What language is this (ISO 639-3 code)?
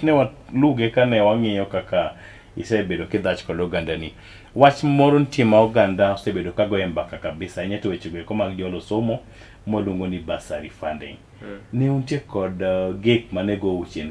luo